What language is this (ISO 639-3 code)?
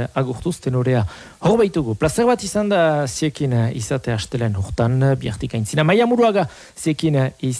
eus